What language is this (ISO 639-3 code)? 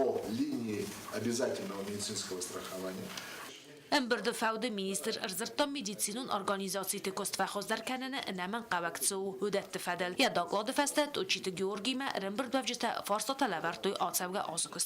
oss